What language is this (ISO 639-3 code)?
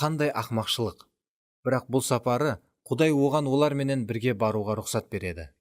kaa